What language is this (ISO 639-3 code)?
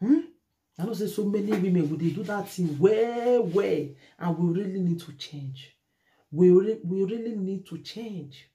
pcm